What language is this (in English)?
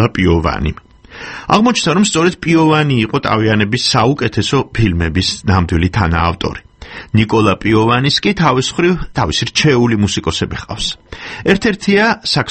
Georgian